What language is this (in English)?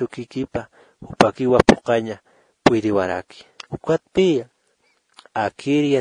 Aymara